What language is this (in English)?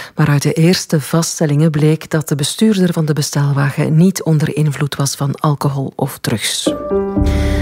Dutch